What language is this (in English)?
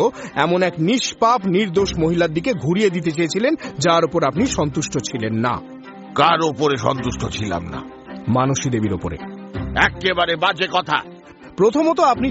Bangla